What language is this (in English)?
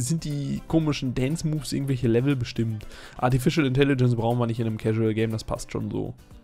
German